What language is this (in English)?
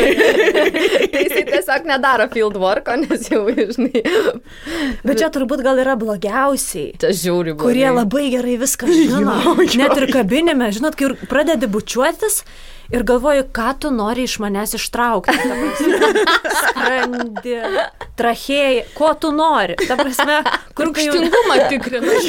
Lithuanian